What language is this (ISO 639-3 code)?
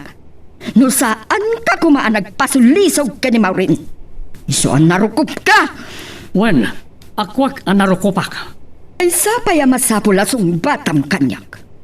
ilo